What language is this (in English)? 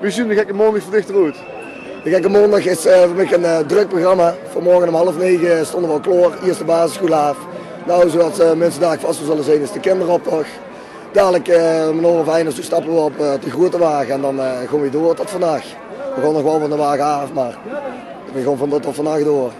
Limburgish